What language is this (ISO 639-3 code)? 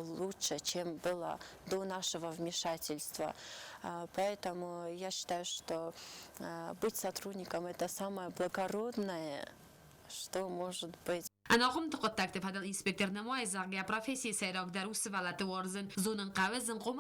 oss